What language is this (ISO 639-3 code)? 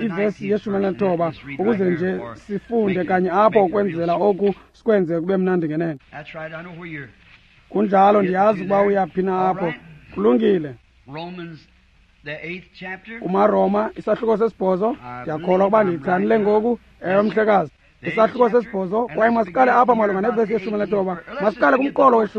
xho